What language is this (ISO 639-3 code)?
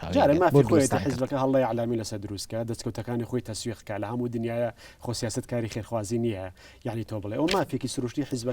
ckb